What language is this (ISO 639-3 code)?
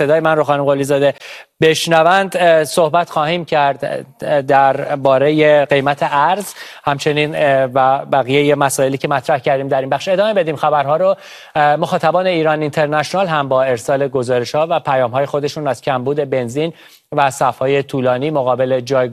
fas